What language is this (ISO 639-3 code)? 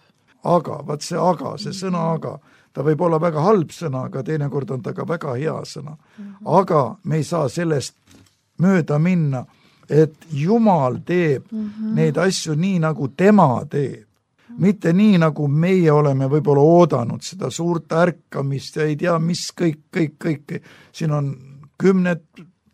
est